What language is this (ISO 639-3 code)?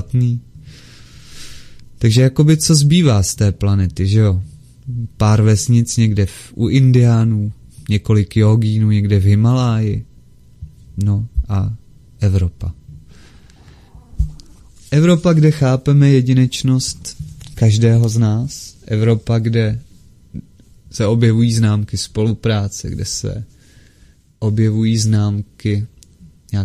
ces